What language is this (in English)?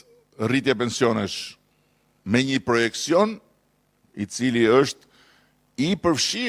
Albanian